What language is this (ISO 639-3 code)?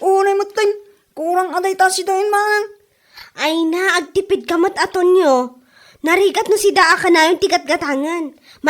ilo